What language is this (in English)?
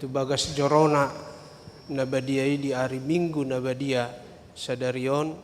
Batak Toba